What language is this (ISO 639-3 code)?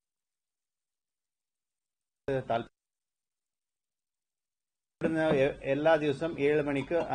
mal